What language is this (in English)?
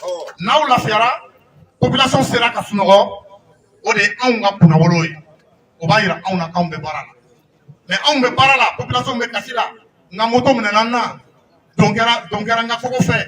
Bambara